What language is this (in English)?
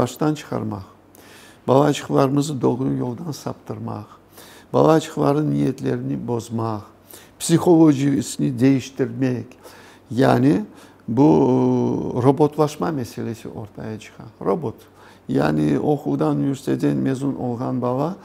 Crimean Tatar